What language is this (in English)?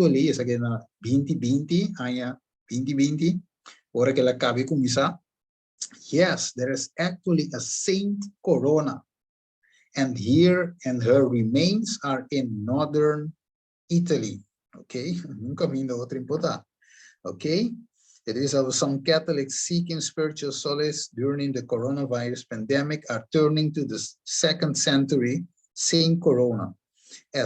Papiamento